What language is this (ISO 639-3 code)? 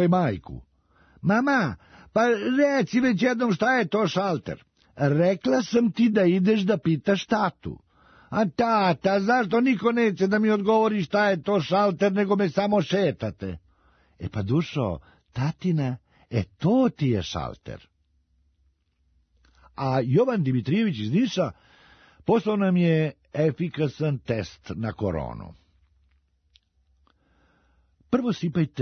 srp